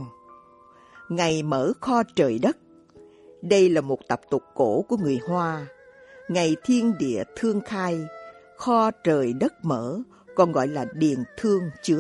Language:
Vietnamese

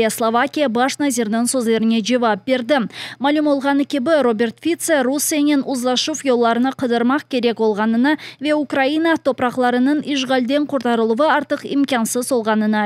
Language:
Crimean Tatar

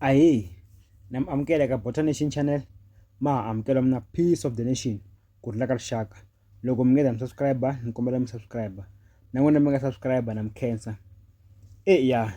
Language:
Tsonga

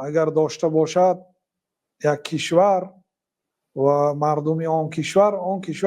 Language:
Tajik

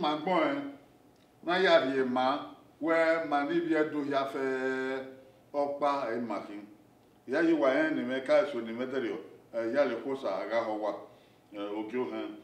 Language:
Bini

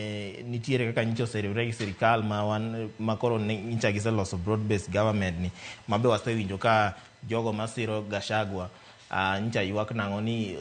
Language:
Luo (Kenya and Tanzania)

